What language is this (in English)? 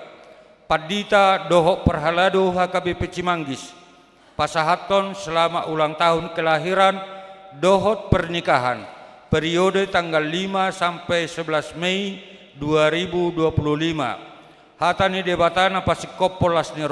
Batak Toba